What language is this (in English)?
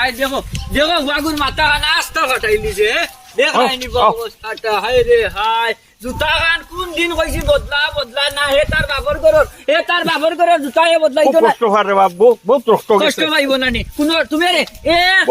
Sylheti